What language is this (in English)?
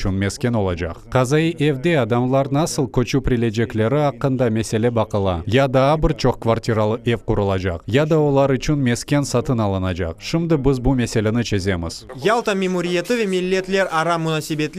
Crimean Tatar